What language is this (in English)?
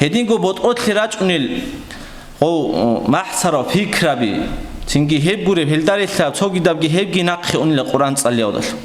Avaric